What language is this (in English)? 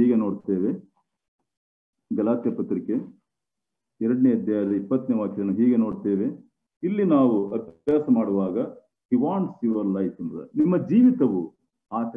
Kannada